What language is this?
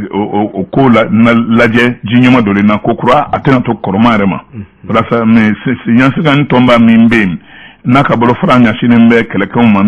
Bambara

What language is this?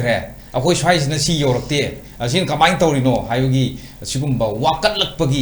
Manipuri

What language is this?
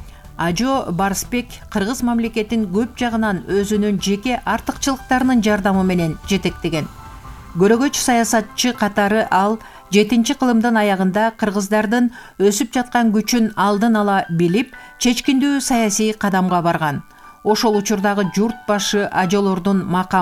Kyrgyz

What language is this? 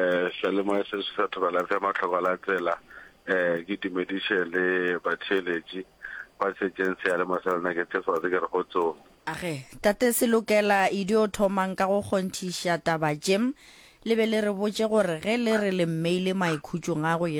Northern Sotho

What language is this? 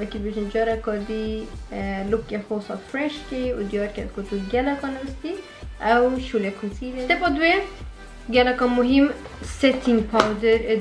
Kurdish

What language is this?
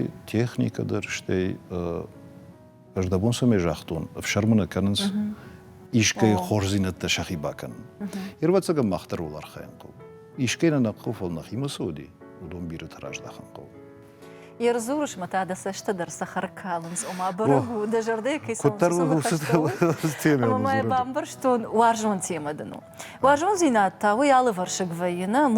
Ossetic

